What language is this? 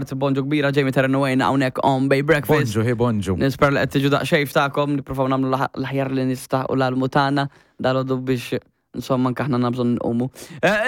Maltese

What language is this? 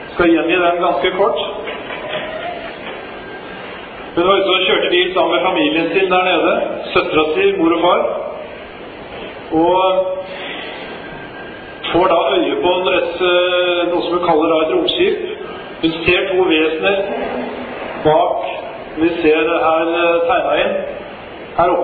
Norwegian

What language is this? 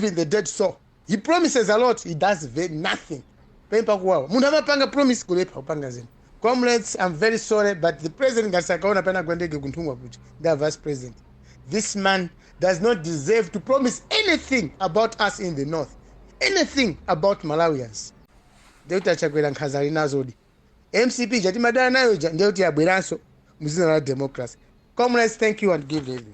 Nyanja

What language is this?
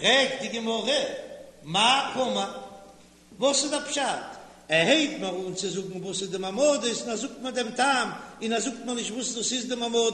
Yiddish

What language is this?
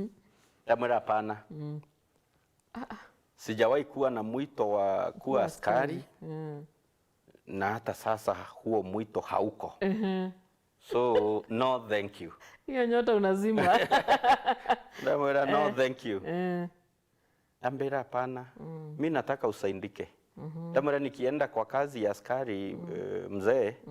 Meru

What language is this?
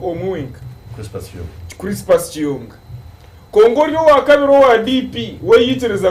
Nyankole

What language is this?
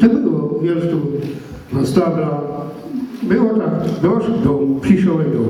Silesian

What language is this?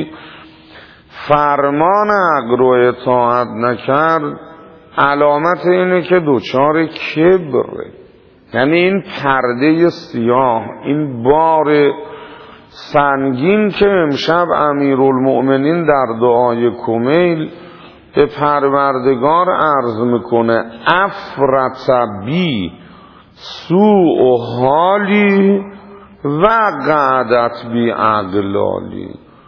Persian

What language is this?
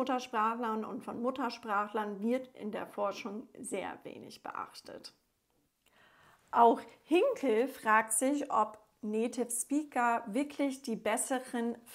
German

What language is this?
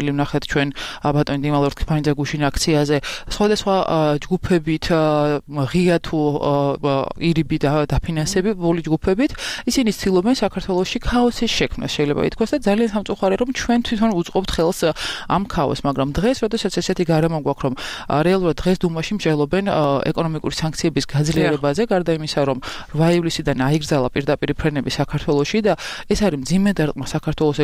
Georgian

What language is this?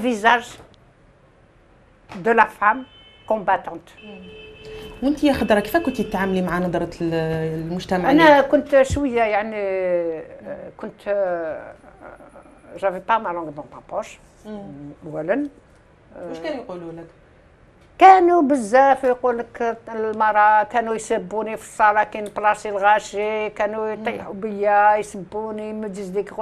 Algerian Arabic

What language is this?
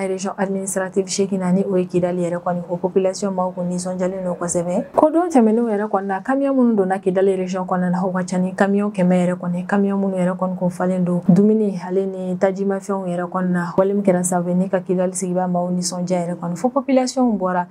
Bambara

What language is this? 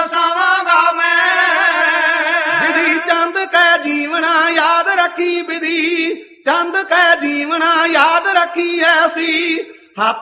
Punjabi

